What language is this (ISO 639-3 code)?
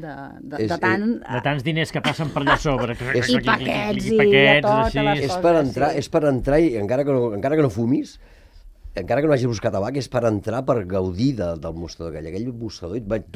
cat